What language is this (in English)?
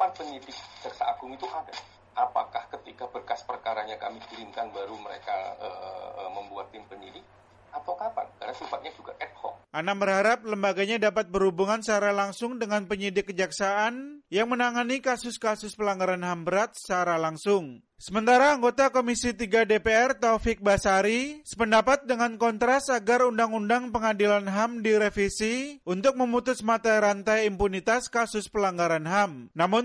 Indonesian